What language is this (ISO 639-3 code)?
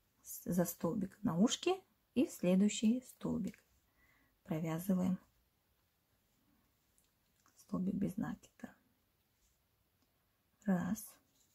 rus